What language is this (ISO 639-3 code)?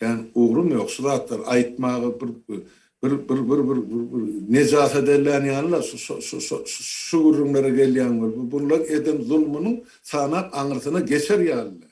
tuk